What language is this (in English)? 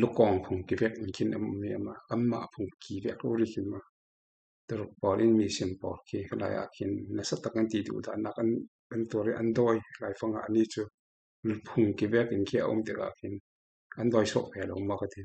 Falam Chin